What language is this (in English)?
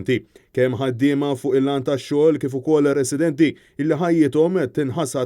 Maltese